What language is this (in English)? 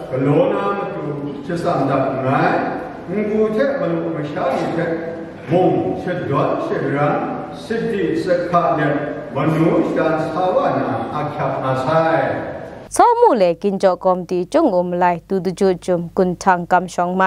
Kachin